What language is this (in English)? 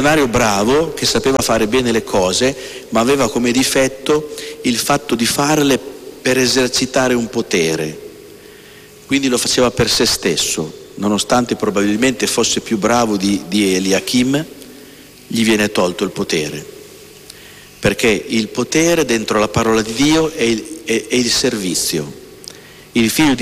Italian